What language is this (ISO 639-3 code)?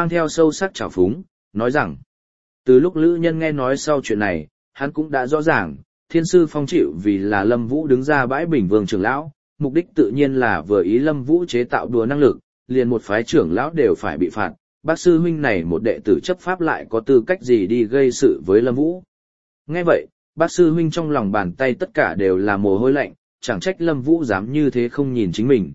vie